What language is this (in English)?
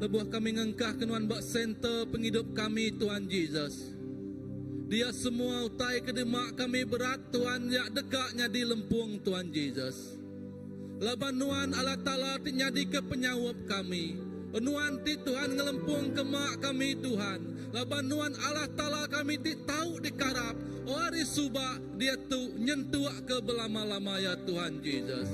Iban